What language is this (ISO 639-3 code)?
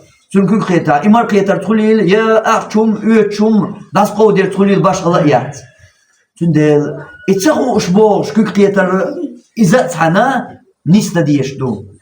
che